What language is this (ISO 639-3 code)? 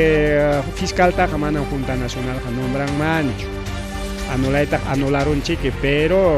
quy